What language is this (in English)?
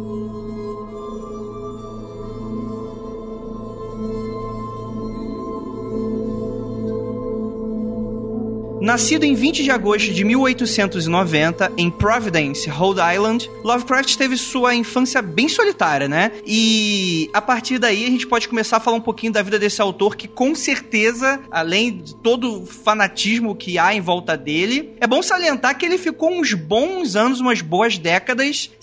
Portuguese